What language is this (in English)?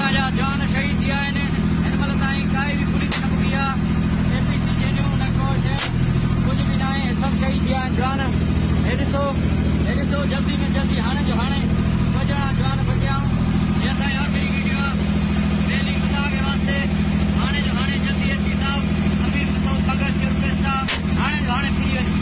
Saraiki